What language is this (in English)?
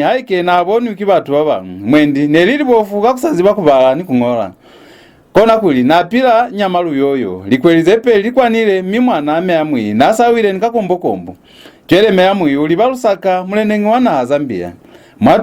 Lozi